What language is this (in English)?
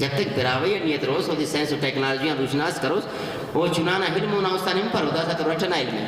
Brahui